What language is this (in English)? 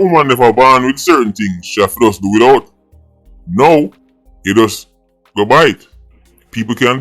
Jamaican Creole English